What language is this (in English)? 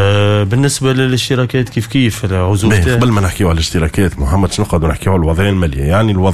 Tunisian Arabic